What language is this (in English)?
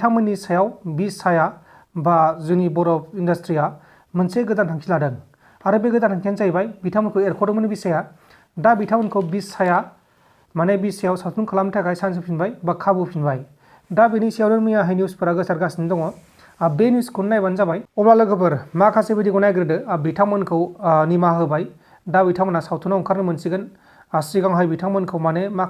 Bodo